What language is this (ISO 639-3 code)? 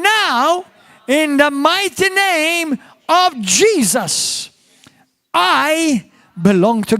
eng